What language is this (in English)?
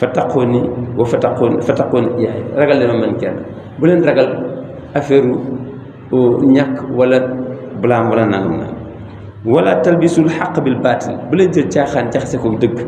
Wolof